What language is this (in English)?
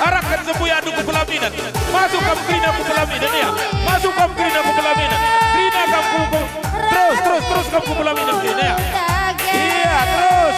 Batak Karo